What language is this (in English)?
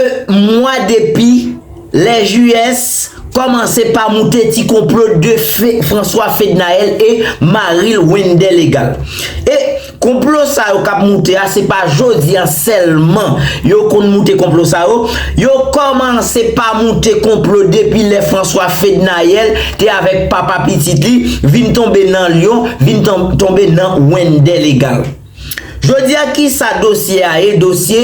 Haitian Creole